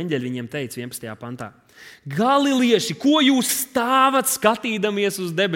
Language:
Latvian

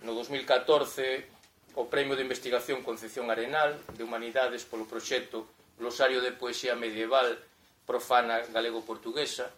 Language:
Galician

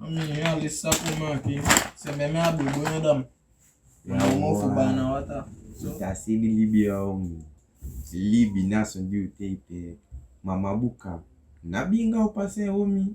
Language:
Saramaccan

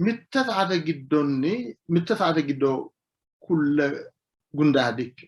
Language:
Sidamo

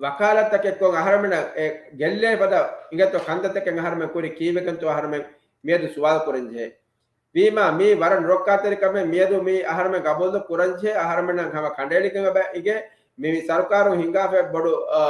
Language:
Divehi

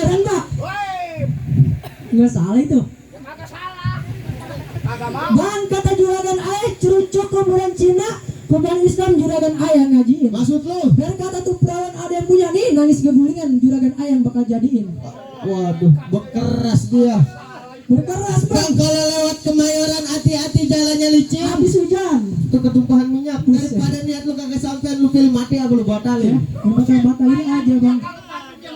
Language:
Betawi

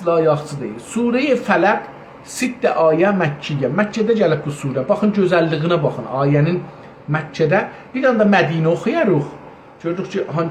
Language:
South Azerbaijani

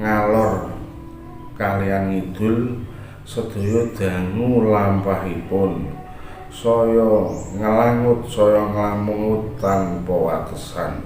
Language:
Javanese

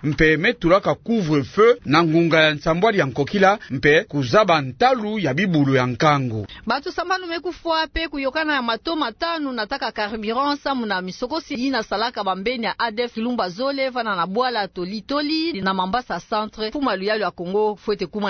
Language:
Kituba (Democratic Republic of Congo)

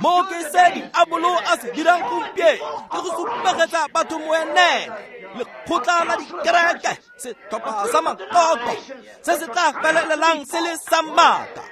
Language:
Tswana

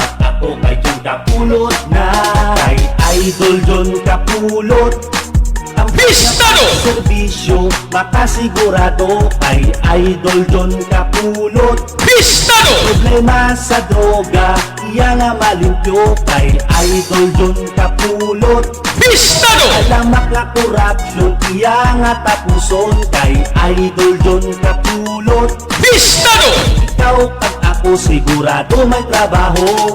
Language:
Hiligaynon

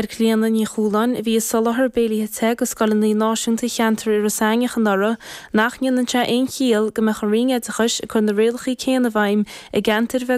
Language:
Irish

